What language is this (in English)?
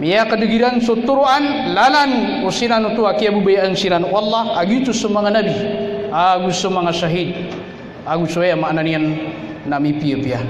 Maranao